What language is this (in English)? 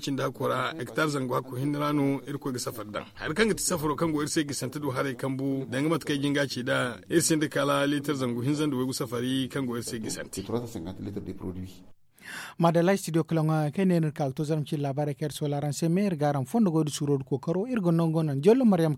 Zarma